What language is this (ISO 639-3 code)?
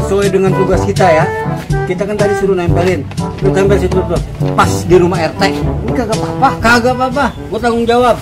bew